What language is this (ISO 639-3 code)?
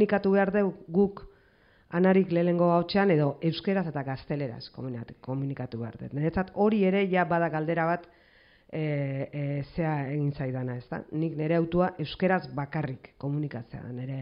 eus